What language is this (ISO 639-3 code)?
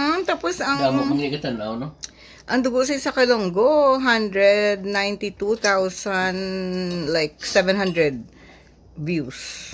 hil